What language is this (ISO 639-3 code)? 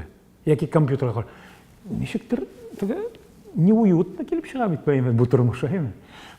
tat